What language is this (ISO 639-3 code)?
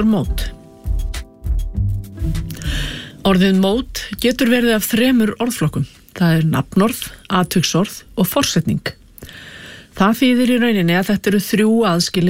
isl